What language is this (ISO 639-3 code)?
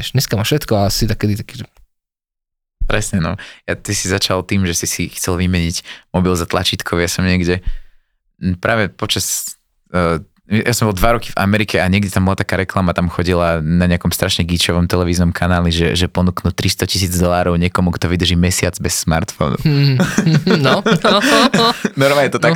slk